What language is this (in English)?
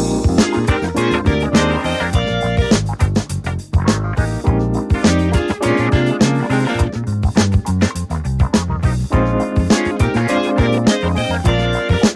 Russian